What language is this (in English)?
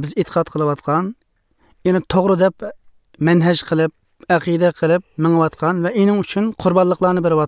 Uyghur